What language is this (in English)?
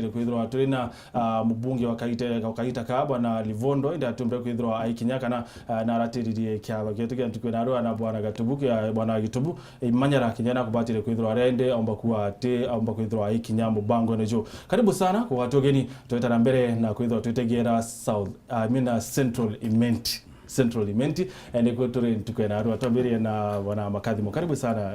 Meru